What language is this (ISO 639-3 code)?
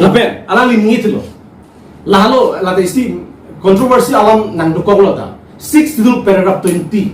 mjw